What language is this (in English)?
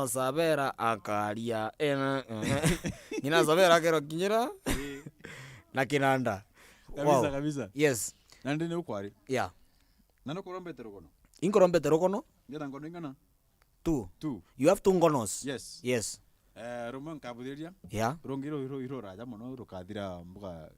Meru